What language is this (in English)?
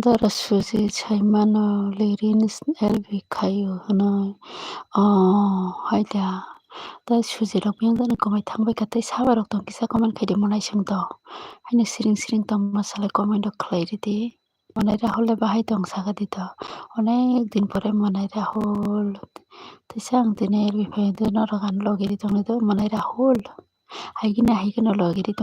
Kok Borok